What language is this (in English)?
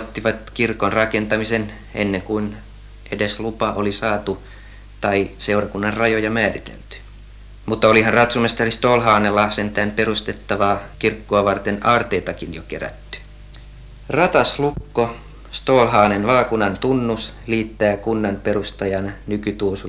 Finnish